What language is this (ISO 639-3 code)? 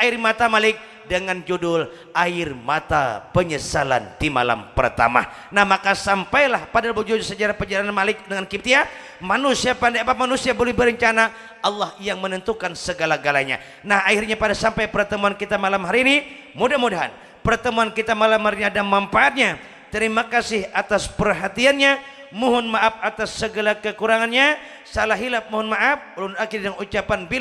bjn